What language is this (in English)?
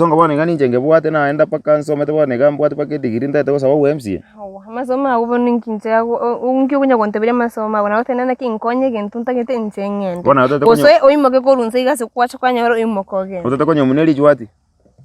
Gusii